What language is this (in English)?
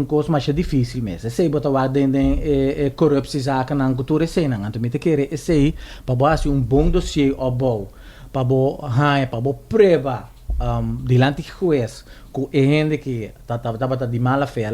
Papiamento